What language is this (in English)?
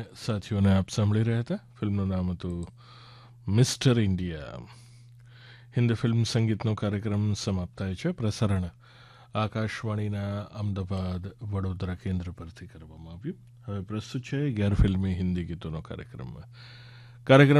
Gujarati